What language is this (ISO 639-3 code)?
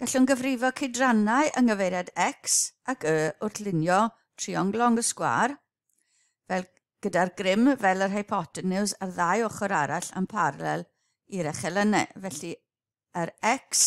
cym